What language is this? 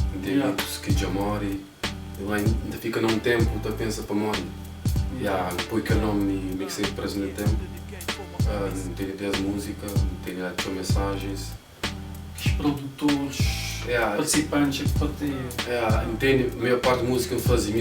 Kabuverdianu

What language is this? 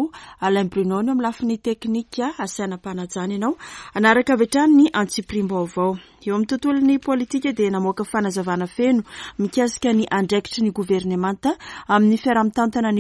Malagasy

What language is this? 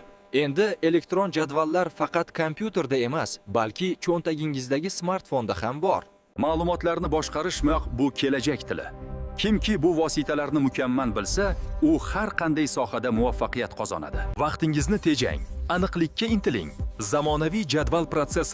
Uzbek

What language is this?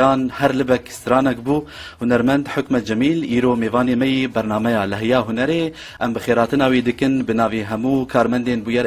Kurdish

